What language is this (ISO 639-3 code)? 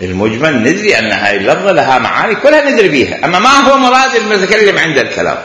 acm